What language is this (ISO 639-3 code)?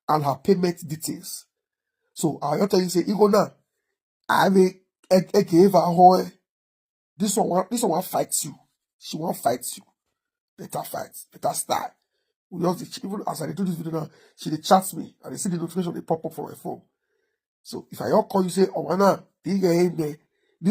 pcm